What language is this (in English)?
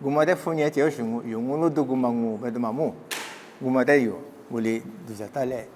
Lisu